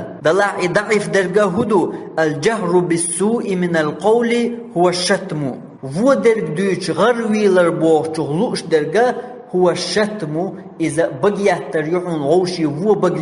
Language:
Chechen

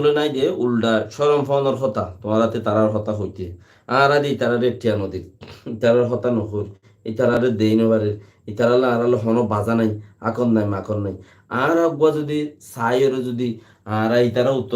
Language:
Rohingya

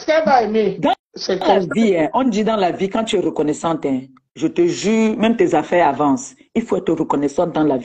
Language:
French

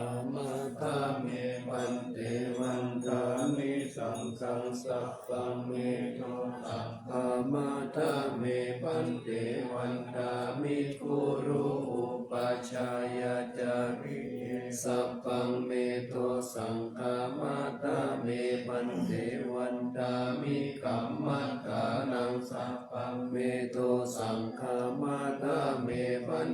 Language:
Pali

